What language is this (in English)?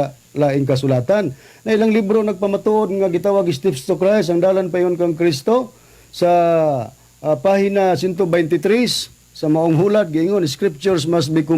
Cebuano